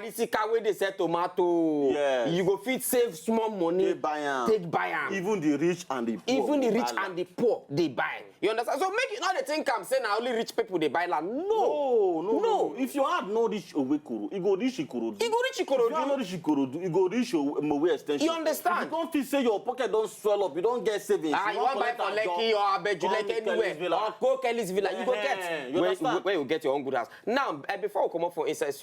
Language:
Nigerian Pidgin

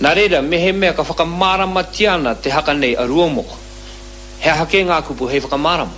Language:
Māori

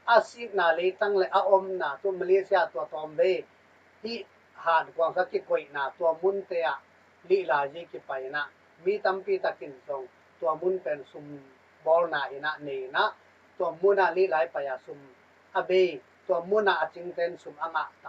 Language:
Tedim Chin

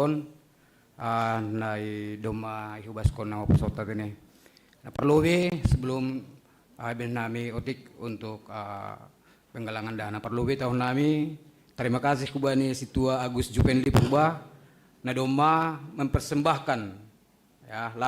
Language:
Batak Simalungun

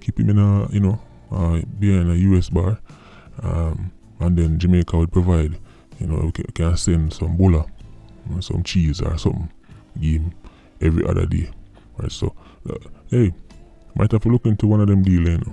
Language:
Jamaican Creole English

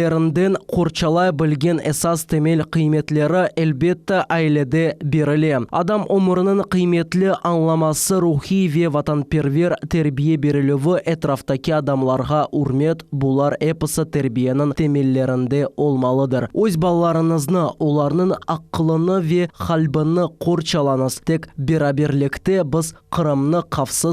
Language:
Crimean Tatar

